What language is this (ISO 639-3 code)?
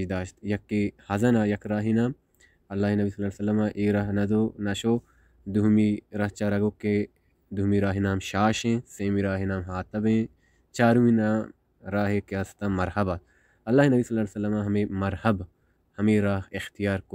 bal